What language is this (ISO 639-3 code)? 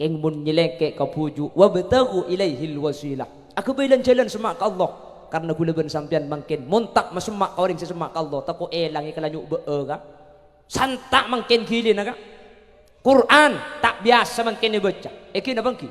mad